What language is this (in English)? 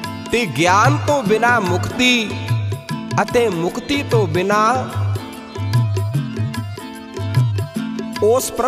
Punjabi